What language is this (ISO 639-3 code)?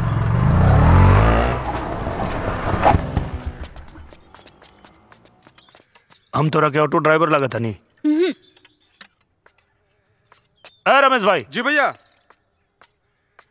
bho